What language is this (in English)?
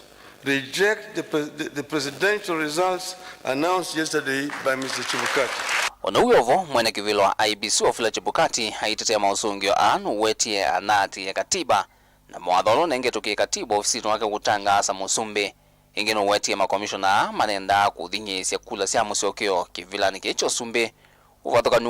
Kamba